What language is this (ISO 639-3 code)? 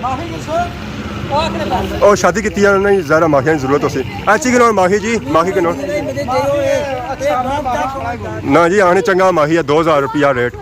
phr